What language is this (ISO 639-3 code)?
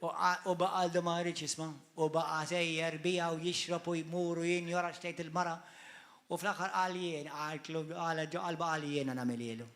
mlt